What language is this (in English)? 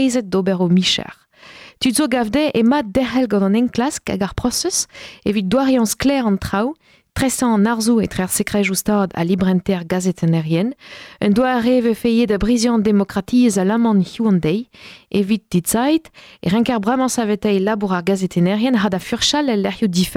Breton